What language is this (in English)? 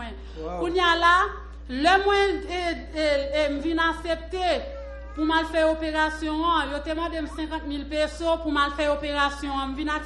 Haitian Creole